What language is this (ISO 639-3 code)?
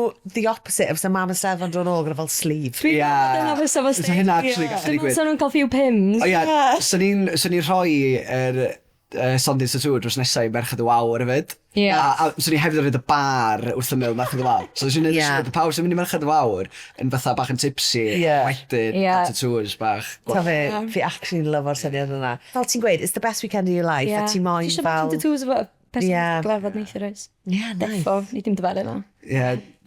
cym